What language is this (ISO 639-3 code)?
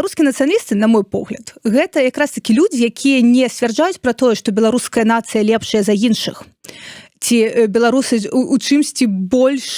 bel